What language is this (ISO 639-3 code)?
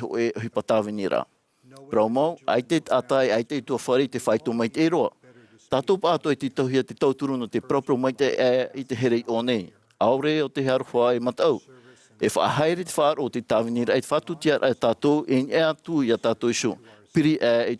tah